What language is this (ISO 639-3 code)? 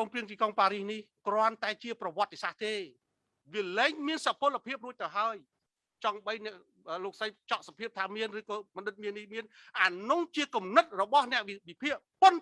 khm